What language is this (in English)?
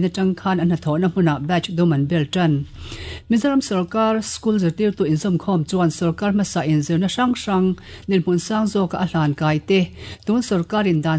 Mizo